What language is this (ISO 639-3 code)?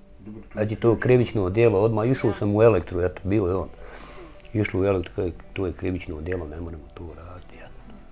bos